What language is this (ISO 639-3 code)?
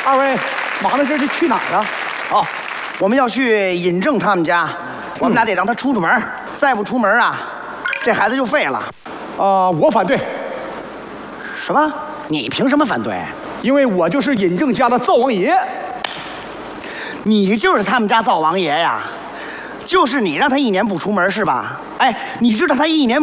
zho